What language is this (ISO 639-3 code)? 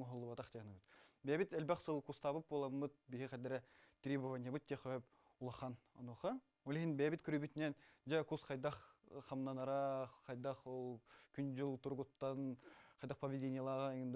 sah